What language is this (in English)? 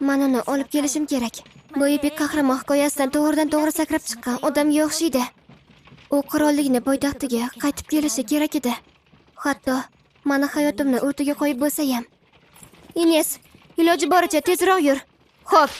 Uzbek